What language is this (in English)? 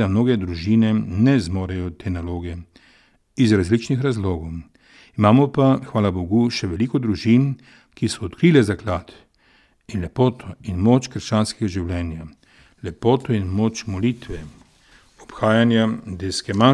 Slovenian